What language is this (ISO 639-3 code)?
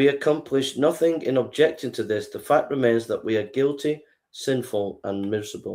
eng